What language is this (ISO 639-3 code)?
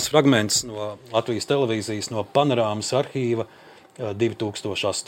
lav